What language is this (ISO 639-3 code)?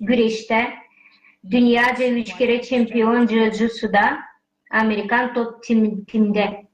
gag